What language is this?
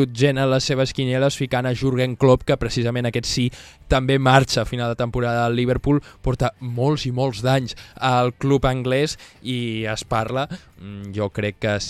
Catalan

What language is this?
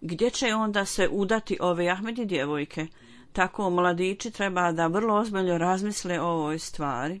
Bosnian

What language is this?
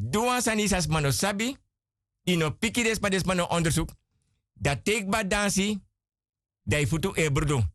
Sranan Tongo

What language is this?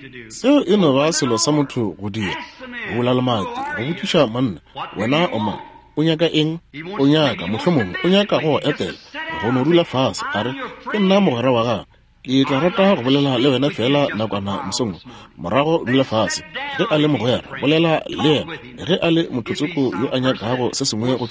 Northern Sotho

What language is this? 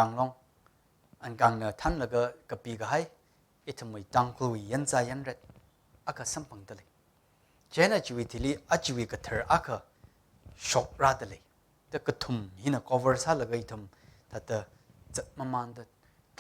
Tangkhul Naga (India)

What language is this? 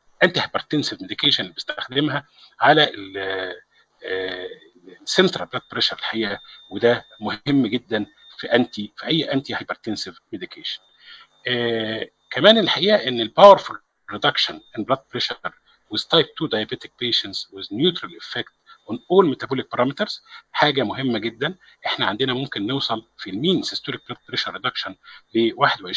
Egyptian Arabic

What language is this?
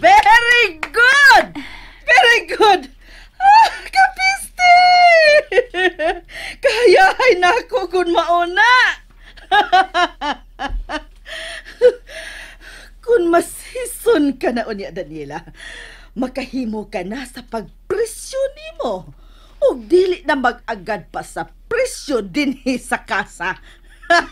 Cebuano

